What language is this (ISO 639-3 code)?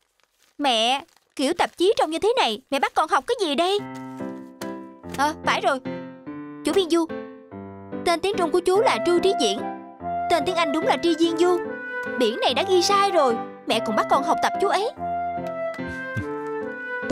vie